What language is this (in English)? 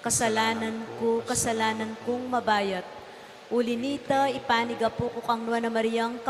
Pampanga